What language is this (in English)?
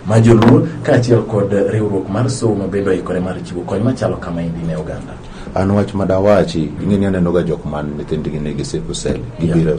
Luo (Kenya and Tanzania)